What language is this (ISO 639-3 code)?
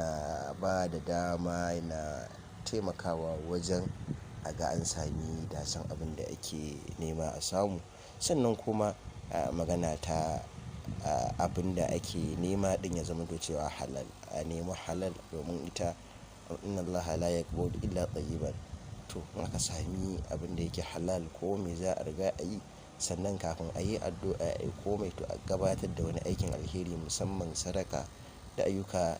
hau